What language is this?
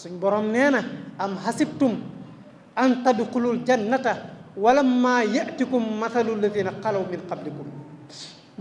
Wolof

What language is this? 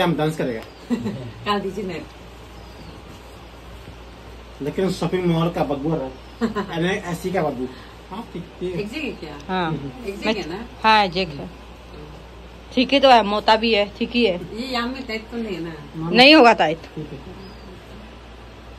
Hindi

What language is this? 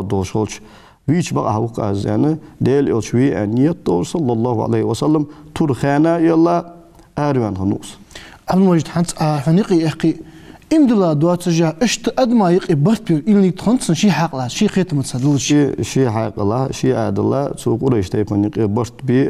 Ingush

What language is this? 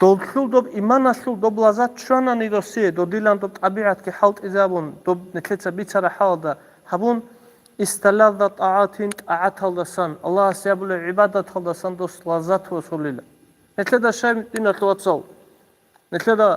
Avaric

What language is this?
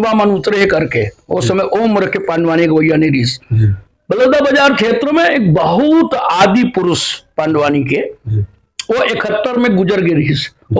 Chhattisgarhi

